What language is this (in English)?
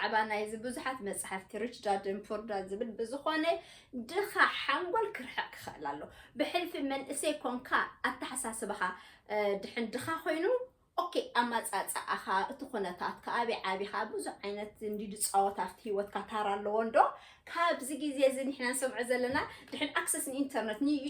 Tigrinya